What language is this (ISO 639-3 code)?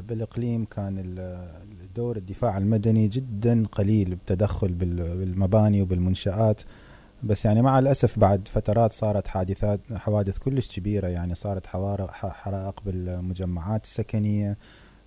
acm